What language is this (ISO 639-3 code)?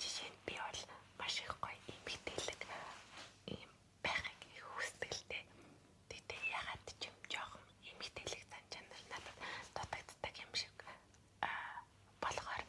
mon